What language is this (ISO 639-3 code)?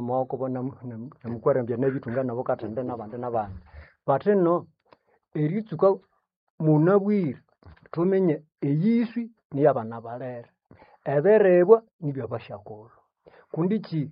nnb